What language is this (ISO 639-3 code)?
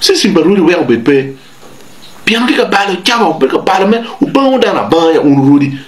ach